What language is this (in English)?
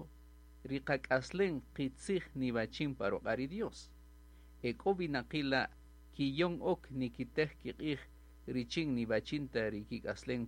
Kaqchikel